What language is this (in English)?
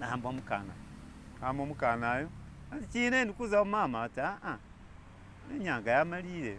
Masaaba